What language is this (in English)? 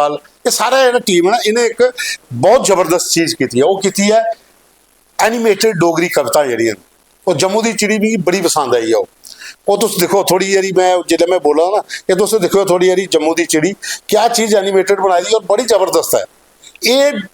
Dogri